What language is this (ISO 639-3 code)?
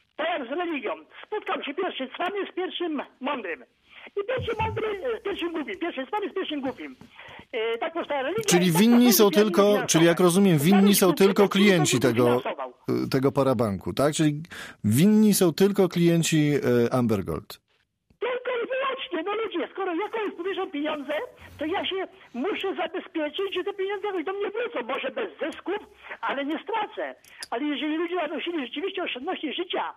pol